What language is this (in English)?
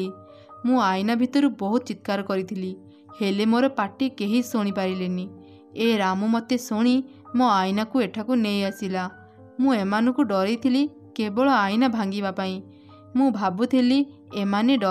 Odia